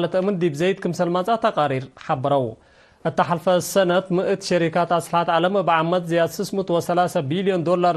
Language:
Tigre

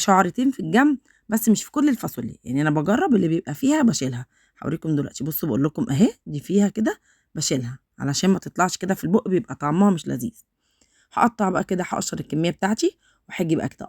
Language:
Egyptian Arabic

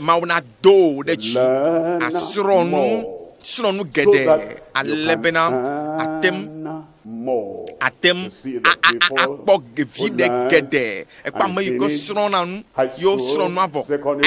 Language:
Ewe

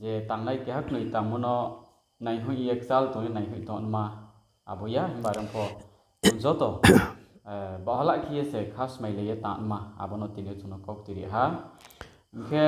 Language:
Riang (India)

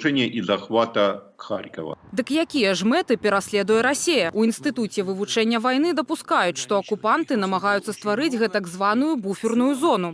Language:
Belarusian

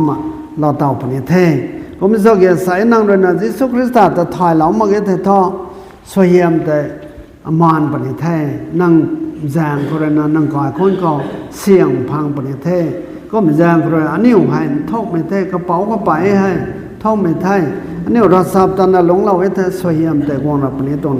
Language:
Rongmei Naga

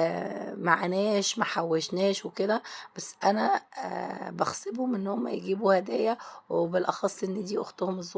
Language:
Egyptian Arabic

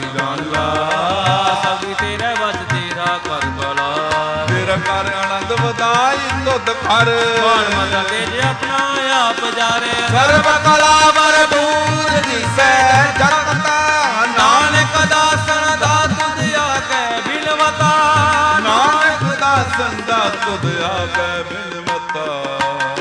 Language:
Punjabi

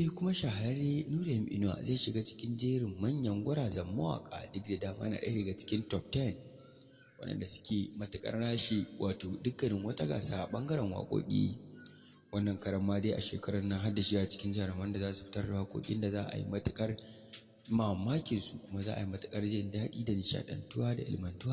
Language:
Hausa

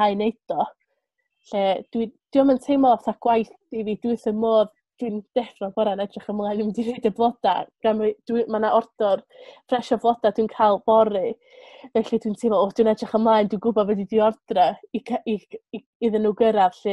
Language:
Welsh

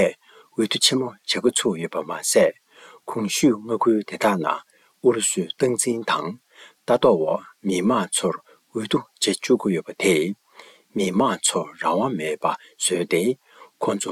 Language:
Tibetan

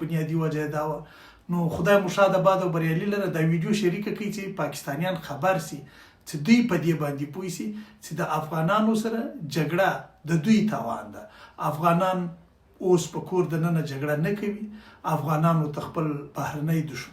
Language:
Pashto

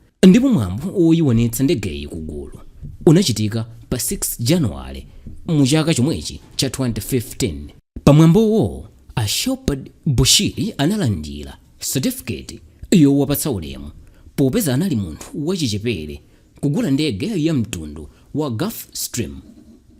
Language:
Nyanja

